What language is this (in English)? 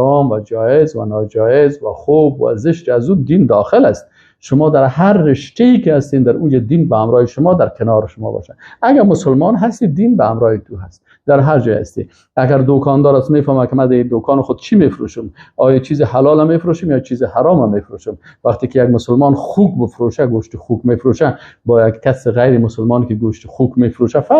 Persian